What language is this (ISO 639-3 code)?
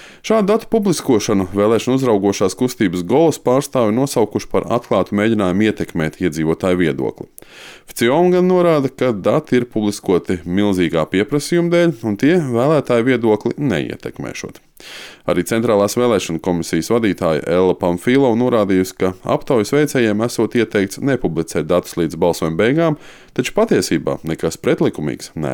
lav